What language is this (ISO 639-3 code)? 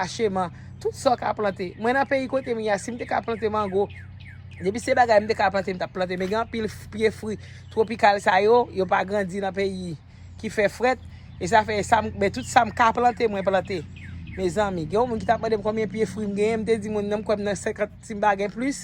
hat